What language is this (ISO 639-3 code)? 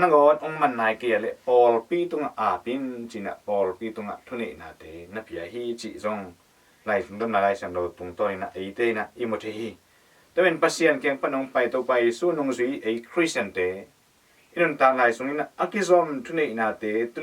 ctd